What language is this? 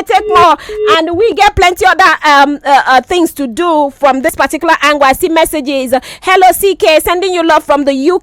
Nigerian Pidgin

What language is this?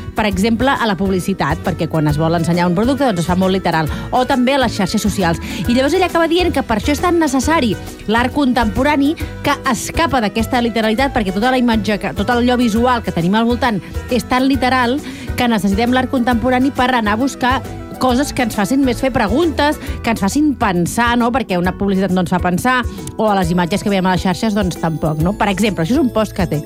Catalan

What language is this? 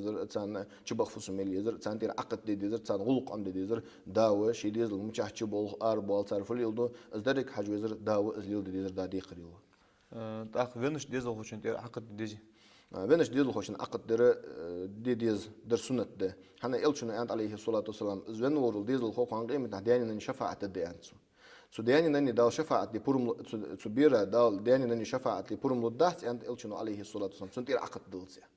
Ingush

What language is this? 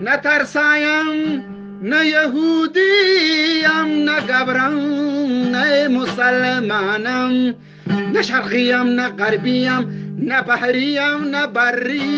Eastern Balochi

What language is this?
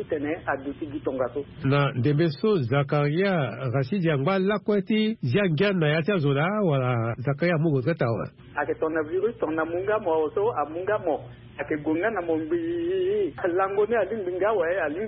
Sango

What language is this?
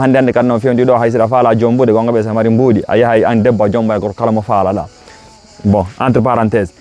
Fula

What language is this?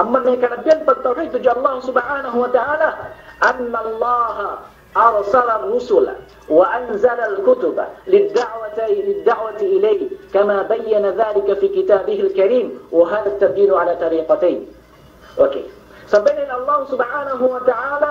Yakan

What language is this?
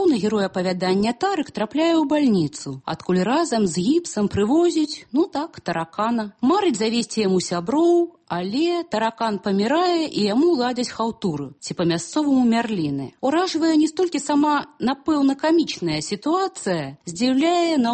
Belarusian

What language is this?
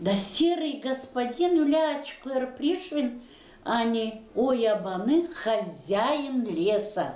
Gagauz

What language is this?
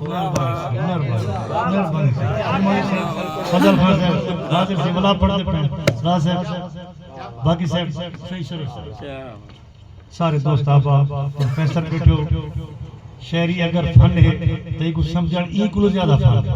Saraiki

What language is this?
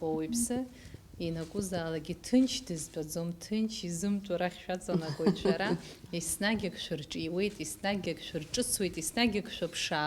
Abkhazian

